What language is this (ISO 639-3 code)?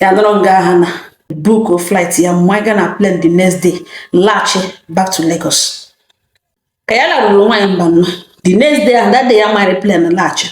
ibo